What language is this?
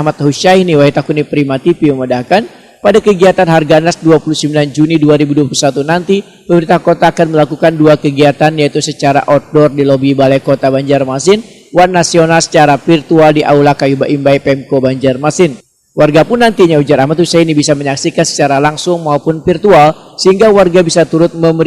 Banjar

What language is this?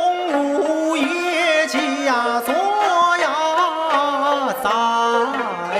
Chinese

